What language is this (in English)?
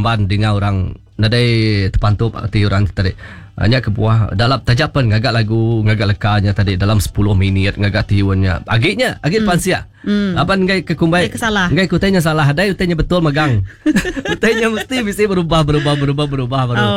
Iban